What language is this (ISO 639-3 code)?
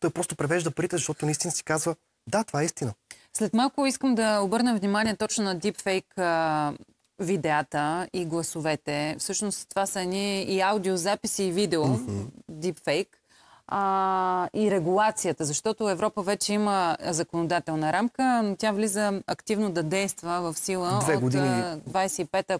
bul